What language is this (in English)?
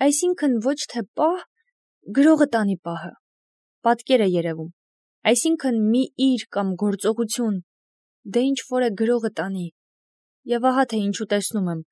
Armenian